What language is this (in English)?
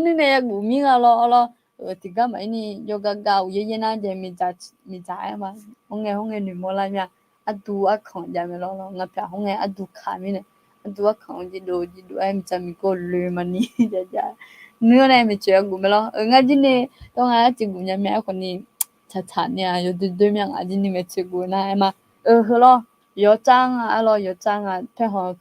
Akha